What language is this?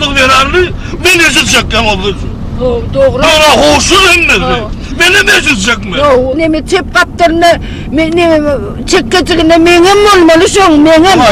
Turkmen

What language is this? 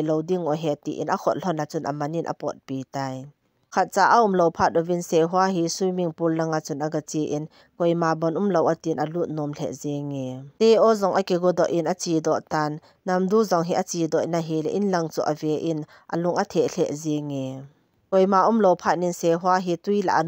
Thado Chin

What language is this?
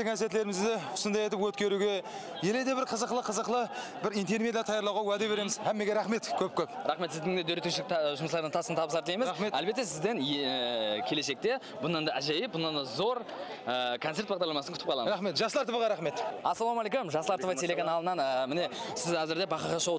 Kara-Kalpak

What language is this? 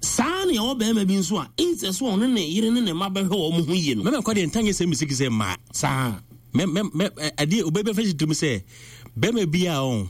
Akan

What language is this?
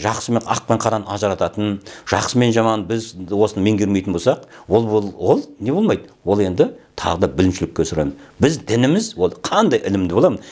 Kazakh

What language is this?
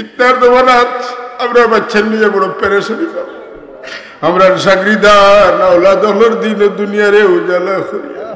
Sylheti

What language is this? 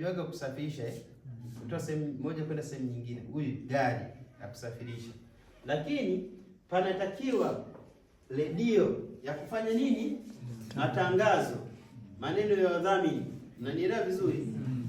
Swahili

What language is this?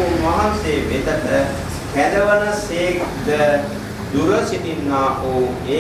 Sinhala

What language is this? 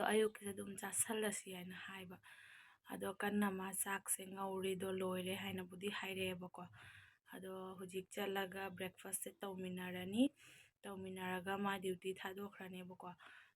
Manipuri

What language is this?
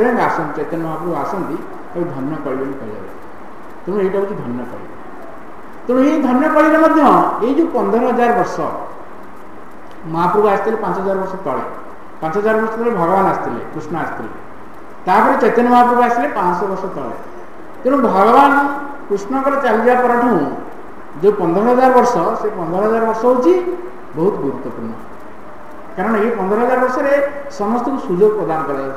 Odia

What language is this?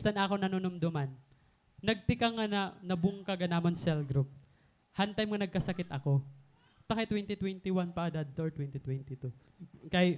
Waray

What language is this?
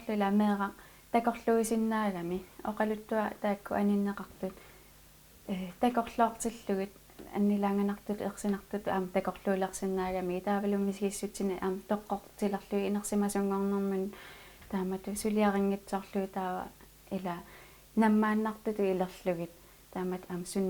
Kalaallisut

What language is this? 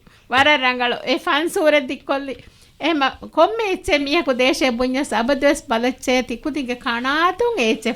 Divehi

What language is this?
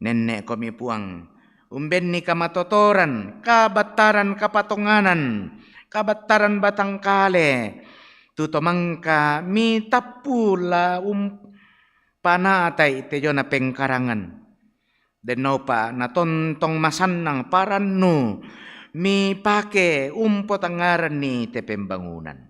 Toraja-Sa'dan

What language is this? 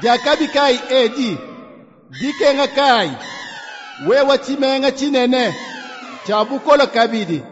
Luba-Lulua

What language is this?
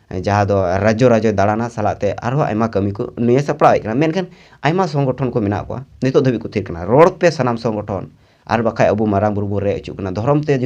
Santali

